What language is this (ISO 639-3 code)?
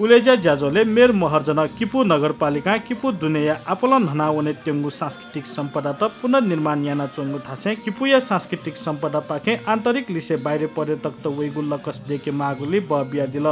new